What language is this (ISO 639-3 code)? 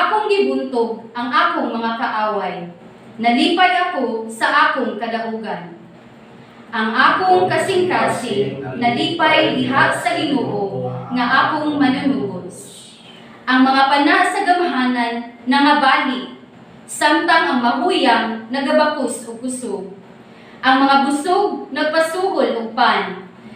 ceb